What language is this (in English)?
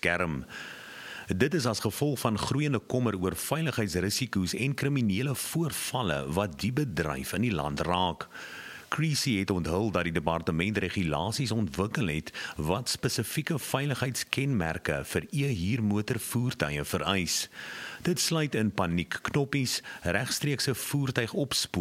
Afrikaans